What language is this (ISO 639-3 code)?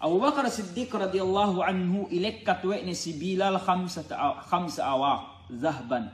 yka